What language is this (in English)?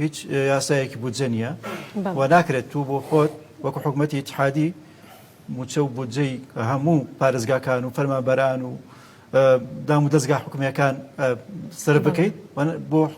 Central Kurdish